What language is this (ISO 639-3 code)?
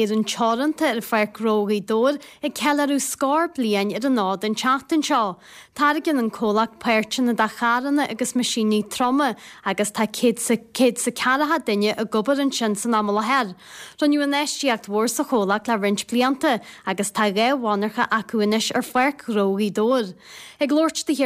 gle